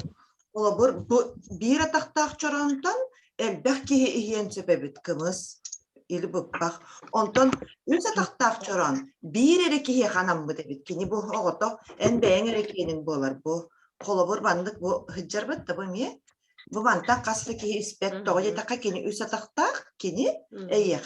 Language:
Yakut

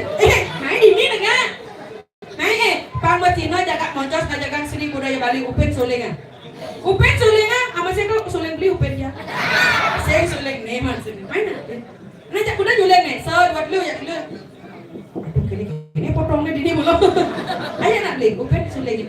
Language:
Balinese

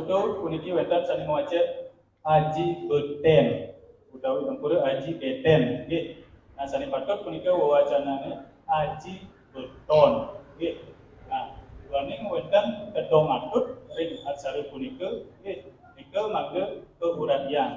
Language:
Balinese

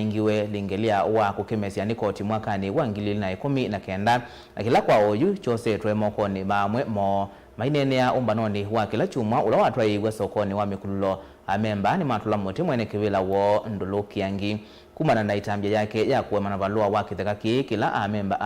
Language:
Kamba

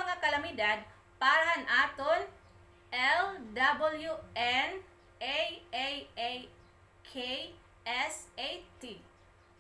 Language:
Waray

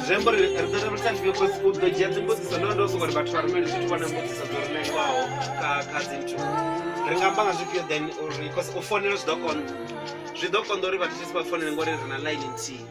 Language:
Venda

